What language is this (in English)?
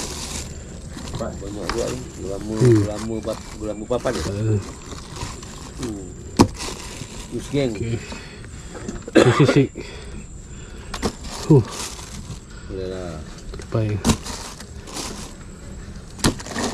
Malay